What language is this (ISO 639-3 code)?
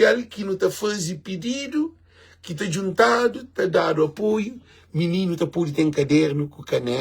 kea